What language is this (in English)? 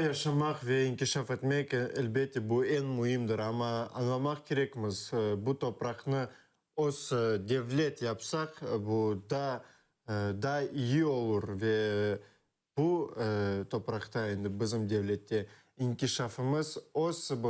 Crimean Tatar